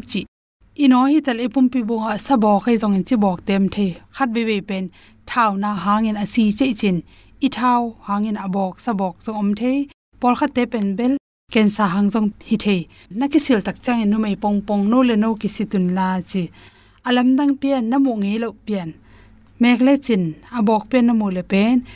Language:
Tedim Chin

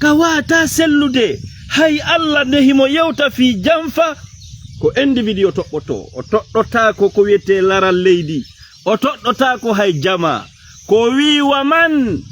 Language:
Fula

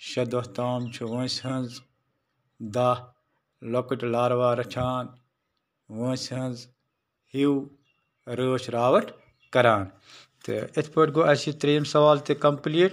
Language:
Kashmiri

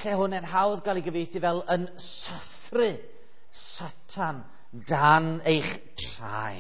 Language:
Welsh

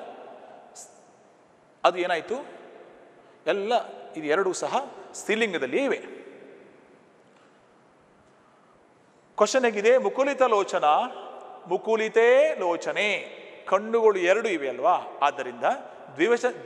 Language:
Kannada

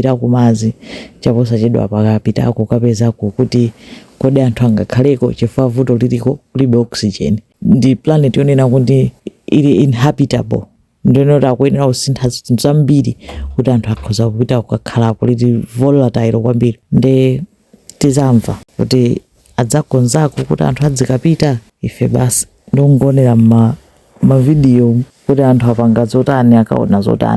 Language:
Nyanja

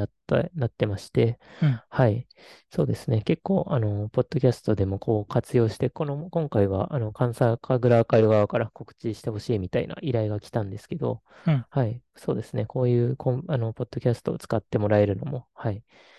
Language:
Japanese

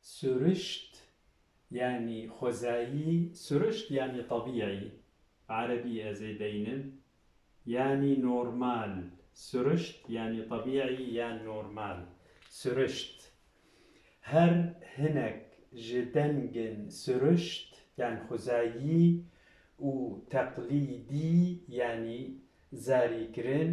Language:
Kurdish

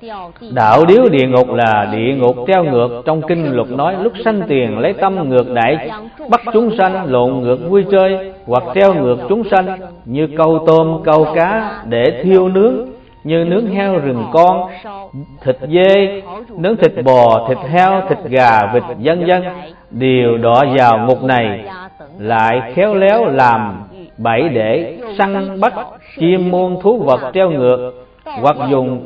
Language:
Vietnamese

